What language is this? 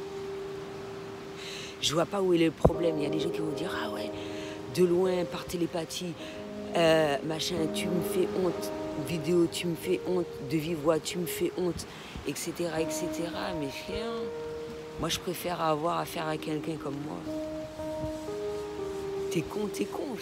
French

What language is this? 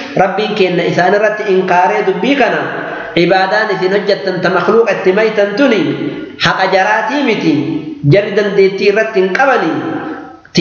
Oromo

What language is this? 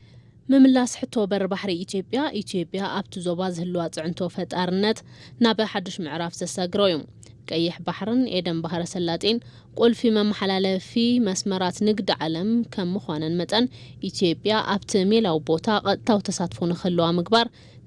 Tigrinya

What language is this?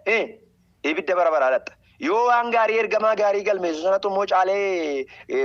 Oromo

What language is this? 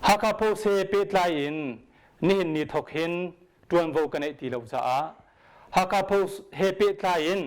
Hakha Chin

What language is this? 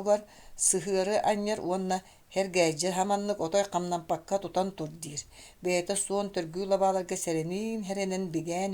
Yakut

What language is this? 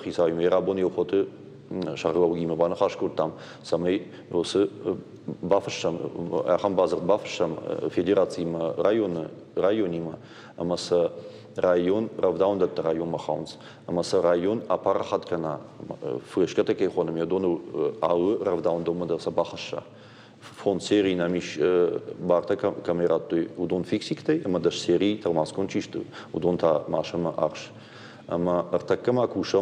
Ossetic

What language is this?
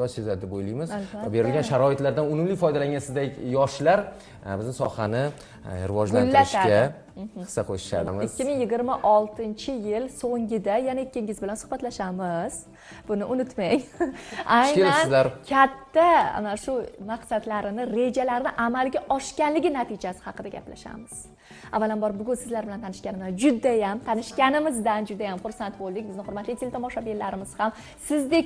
Uzbek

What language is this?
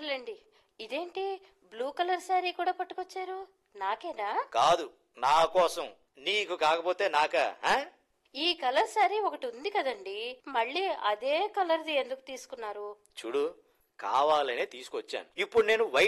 Telugu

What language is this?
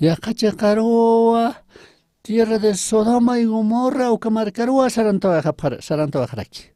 Aymara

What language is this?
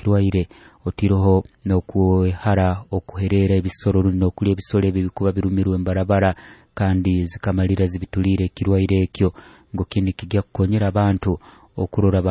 Nyoro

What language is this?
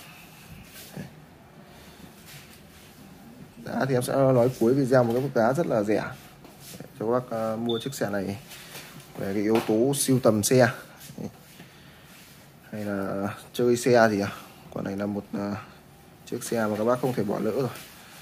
Vietnamese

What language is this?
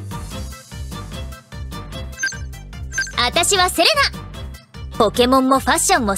Japanese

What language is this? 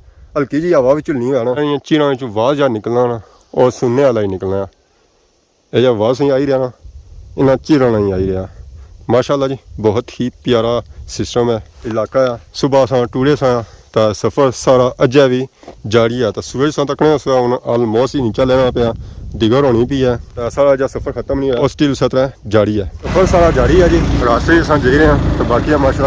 Pahari-Potwari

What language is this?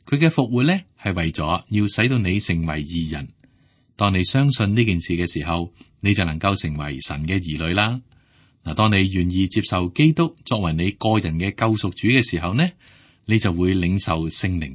Cantonese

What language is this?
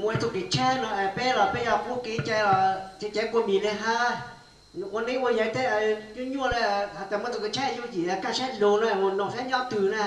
Hmong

